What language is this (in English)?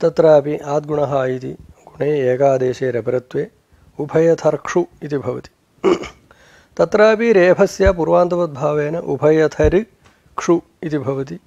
Sanskrit